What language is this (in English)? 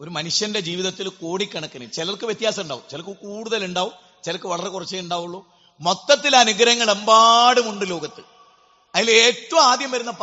Malayalam